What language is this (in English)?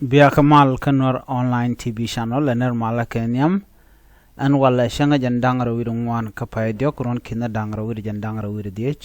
Nuer